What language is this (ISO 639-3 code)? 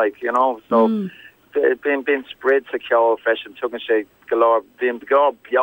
gle